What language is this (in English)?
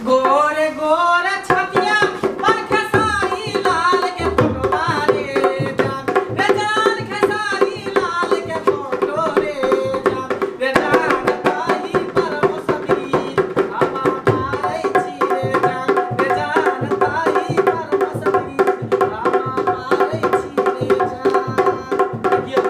Maithili